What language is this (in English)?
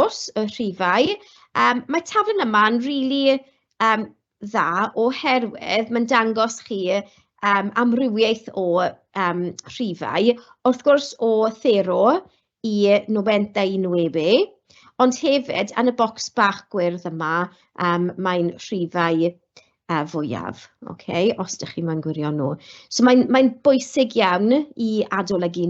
Welsh